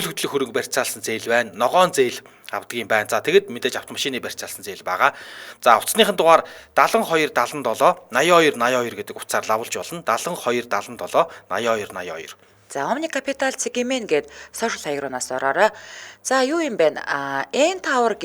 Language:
Mongolian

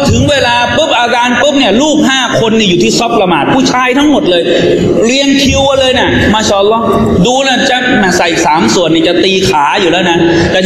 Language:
Thai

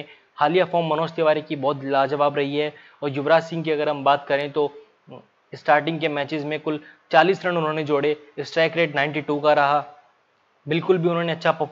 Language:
Hindi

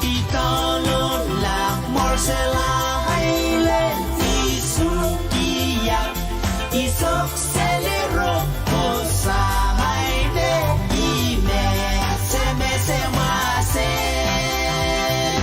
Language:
Pohnpeian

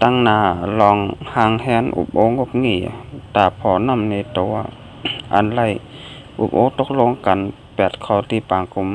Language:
Shan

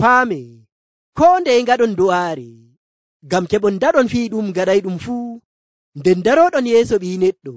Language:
Nigerian Fulfulde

